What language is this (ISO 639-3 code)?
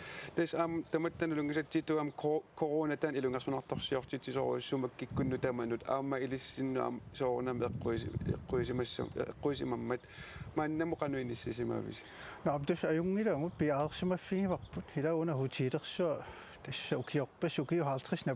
kal